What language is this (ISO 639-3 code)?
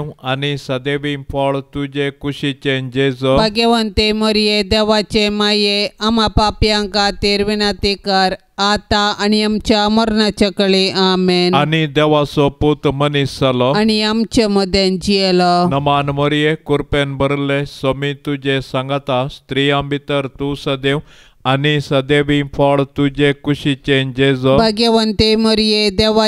kok